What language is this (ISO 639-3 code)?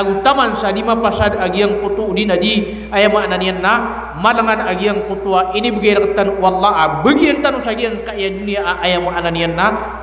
mrw